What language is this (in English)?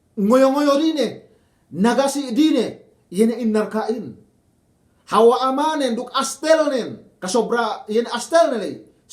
Yakan